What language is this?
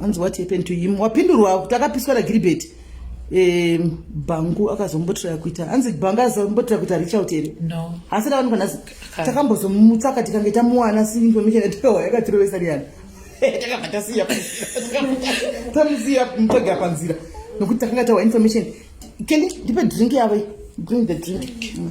Shona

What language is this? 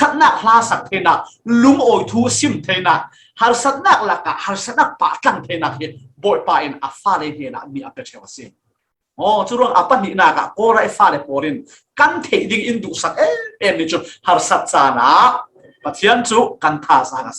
Falam Chin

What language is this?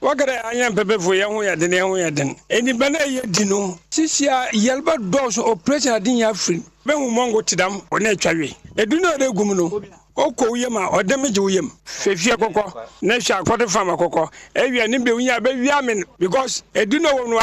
Akan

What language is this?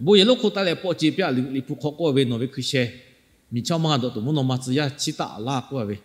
Lahu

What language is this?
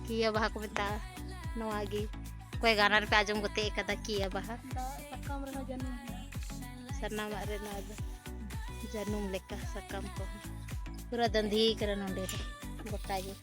Santali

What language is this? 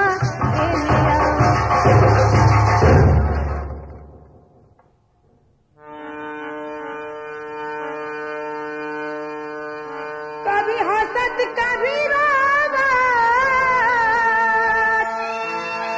Bhojpuri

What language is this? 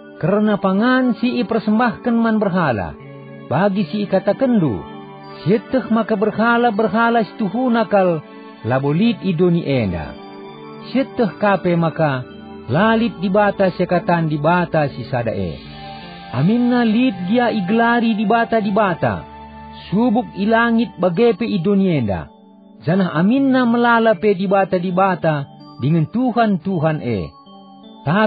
Batak Karo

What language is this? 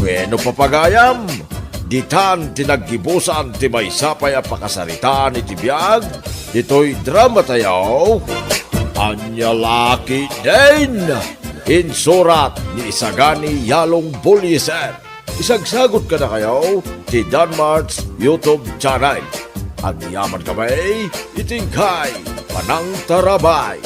Iloko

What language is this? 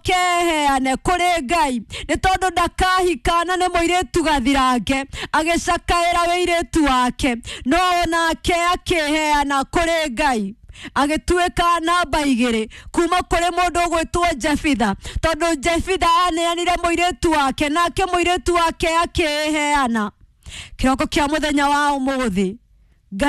Kikuyu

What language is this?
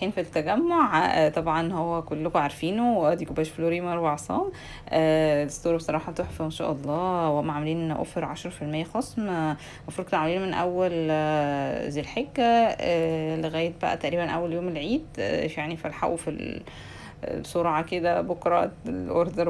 Egyptian Arabic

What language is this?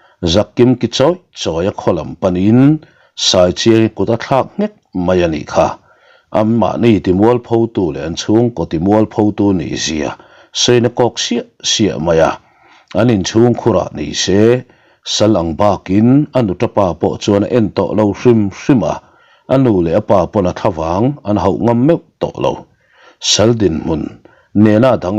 Mizo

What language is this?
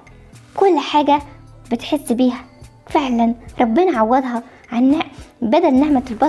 Egyptian Arabic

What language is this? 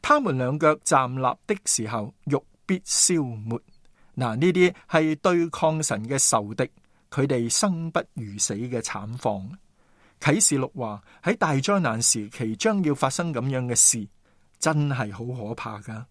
Cantonese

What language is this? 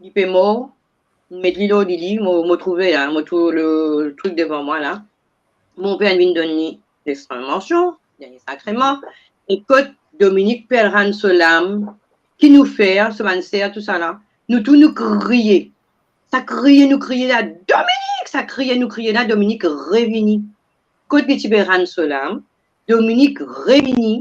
Morisyen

